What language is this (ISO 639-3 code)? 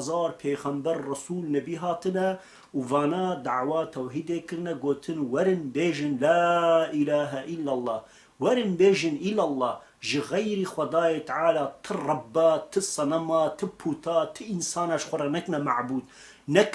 kur